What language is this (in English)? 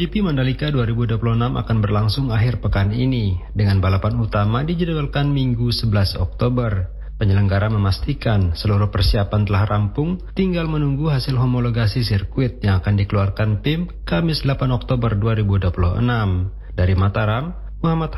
Indonesian